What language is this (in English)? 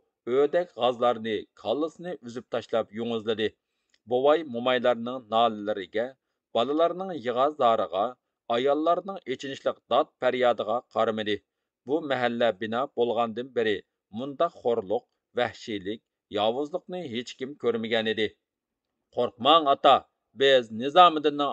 Uyghur